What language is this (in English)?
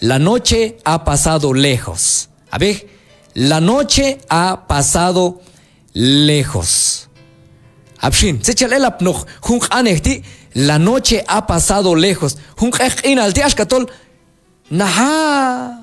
Q'anjob'al